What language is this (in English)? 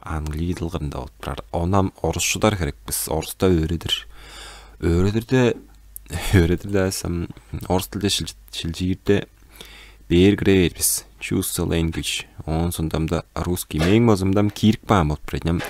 Tuvinian